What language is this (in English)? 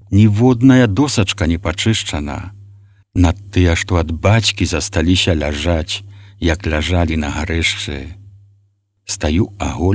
Belarusian